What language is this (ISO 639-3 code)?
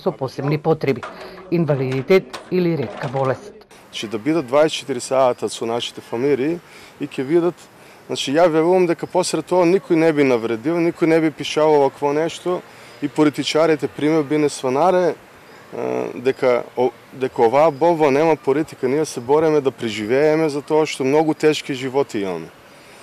mkd